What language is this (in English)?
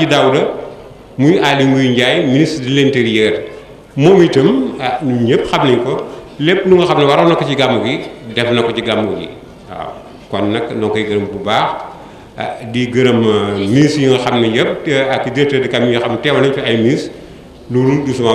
Wolof